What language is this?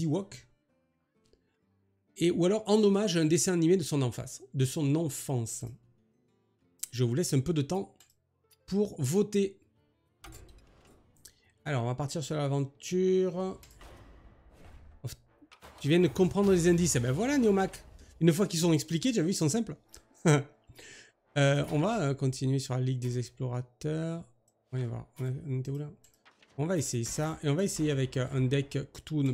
French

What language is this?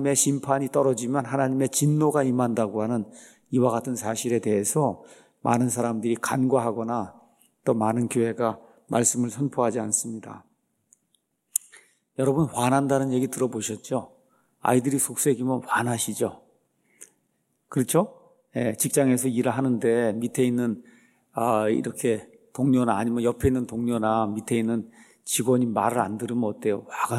Korean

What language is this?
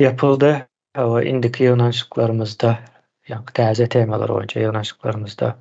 Turkmen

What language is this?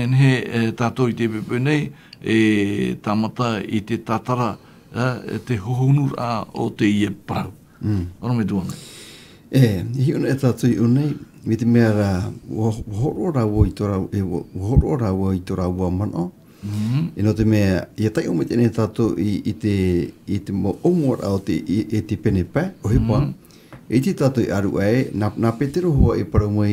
Tahitian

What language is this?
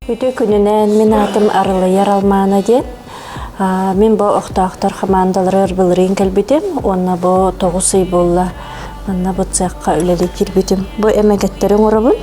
Yakut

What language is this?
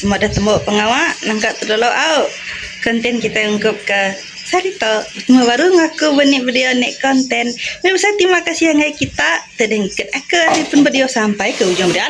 Iban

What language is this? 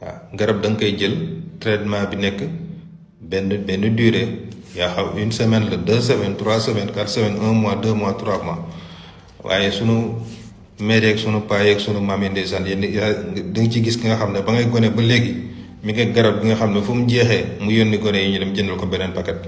Wolof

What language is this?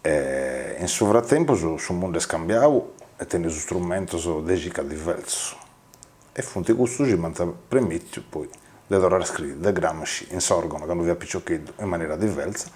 Sardinian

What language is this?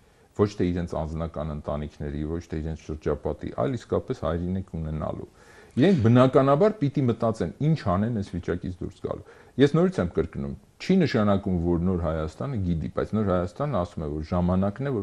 Armenian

